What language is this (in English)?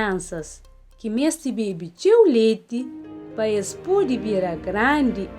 Kabuverdianu